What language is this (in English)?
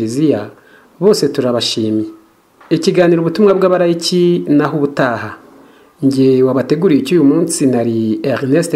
Kinyarwanda